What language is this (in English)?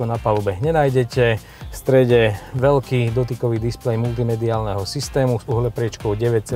Slovak